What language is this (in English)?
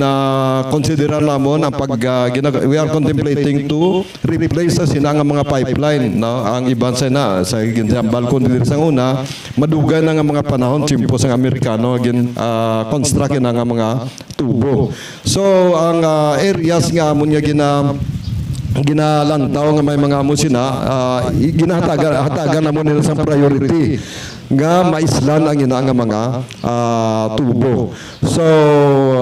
Hiligaynon